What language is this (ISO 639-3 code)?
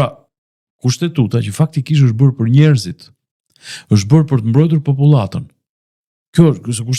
sqi